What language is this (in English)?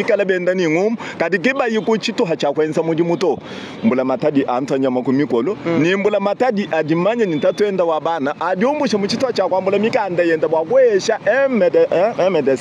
Luba-Lulua